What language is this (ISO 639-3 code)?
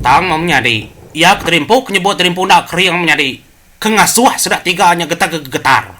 iba